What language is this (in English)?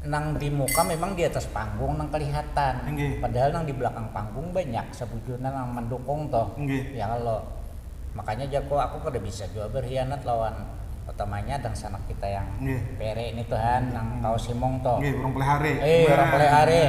Banjar